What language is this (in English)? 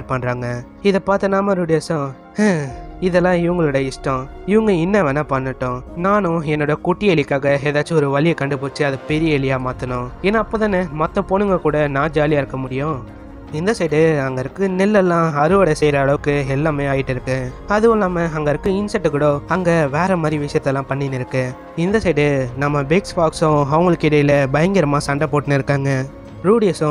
Tamil